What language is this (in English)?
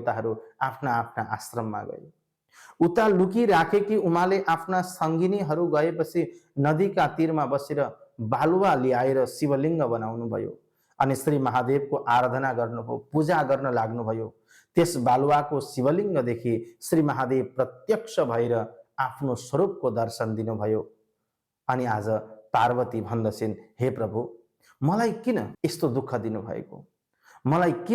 Nepali